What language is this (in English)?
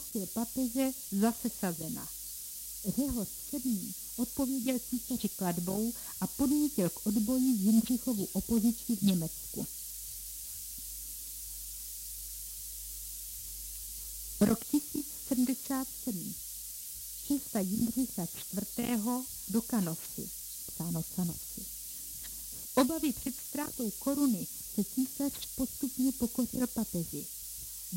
Czech